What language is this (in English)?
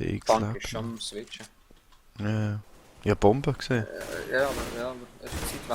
Swiss German